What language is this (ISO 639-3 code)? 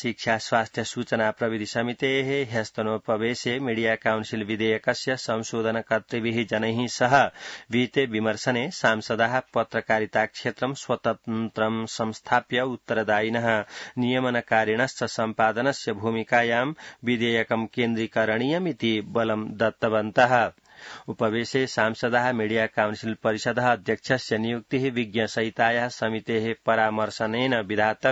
san